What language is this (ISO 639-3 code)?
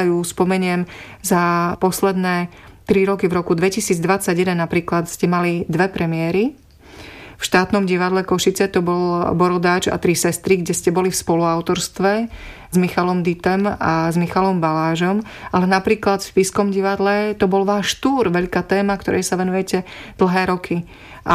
slk